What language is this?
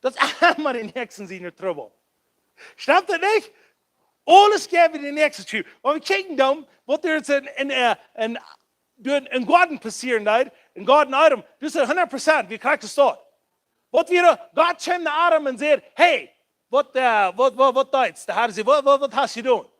Plautdietsch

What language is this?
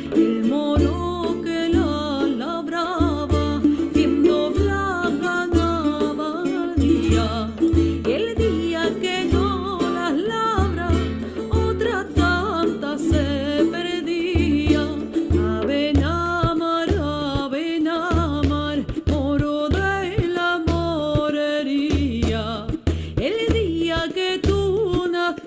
Ladino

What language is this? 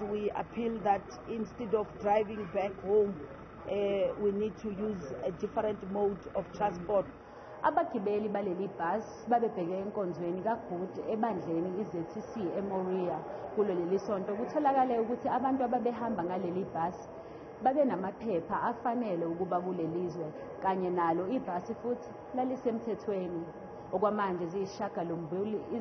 Zulu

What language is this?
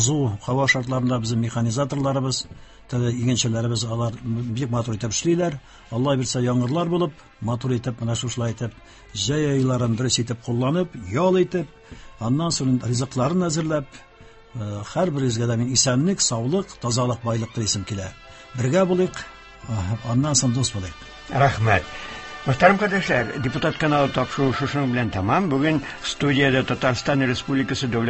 Tatar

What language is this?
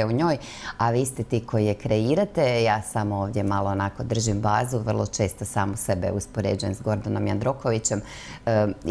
Croatian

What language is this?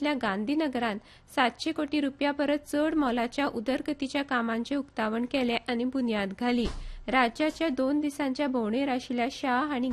Konkani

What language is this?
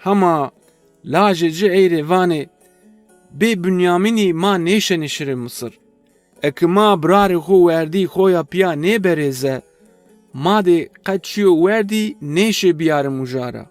Zaza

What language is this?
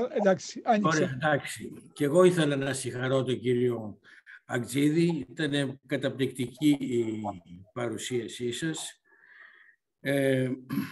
Greek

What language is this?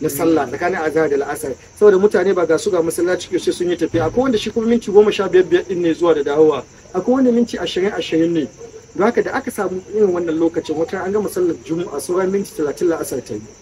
Hausa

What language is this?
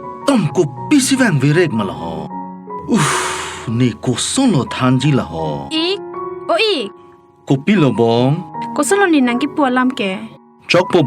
Karbi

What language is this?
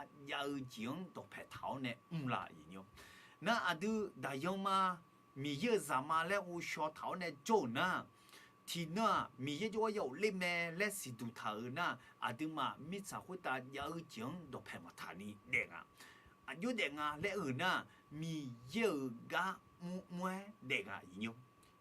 Akha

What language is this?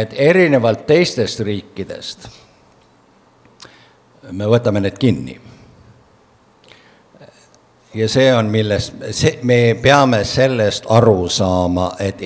Estonian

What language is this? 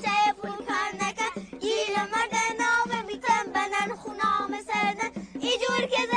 Gilaki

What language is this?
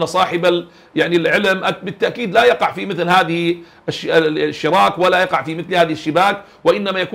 Arabic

